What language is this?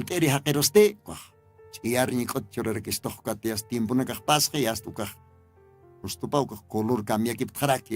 Aymara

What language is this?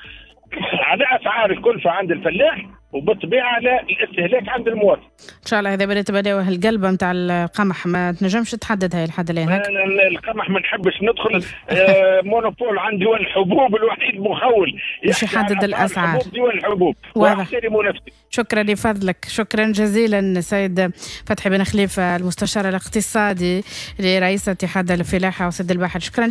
Tunisian Arabic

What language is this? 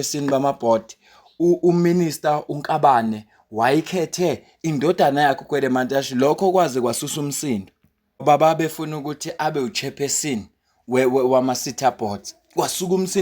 Zulu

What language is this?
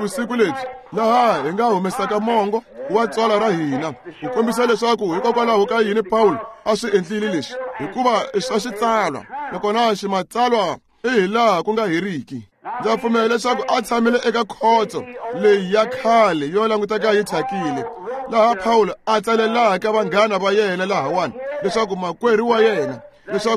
Tsonga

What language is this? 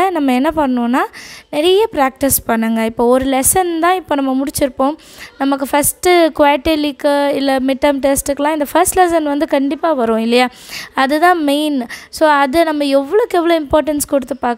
Tamil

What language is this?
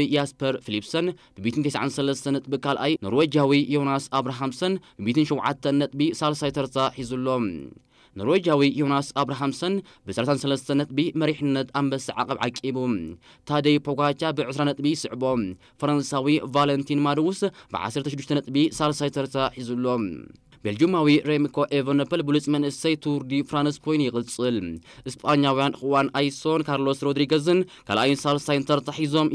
Tigrinya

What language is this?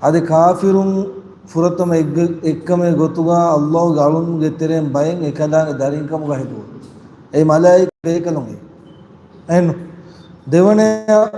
Divehi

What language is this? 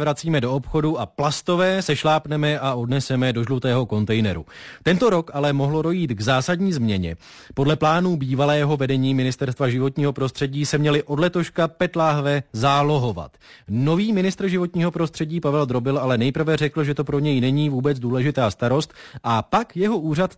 Czech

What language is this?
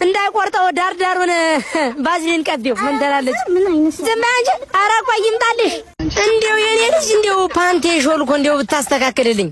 Amharic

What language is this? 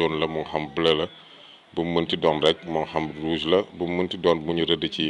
Wolof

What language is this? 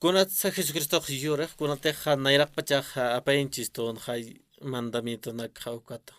Aymara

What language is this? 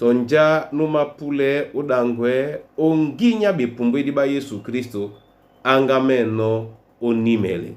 Duala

